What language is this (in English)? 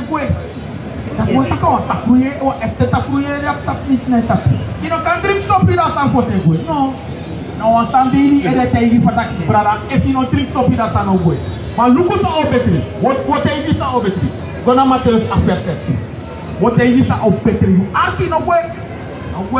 Sranan Tongo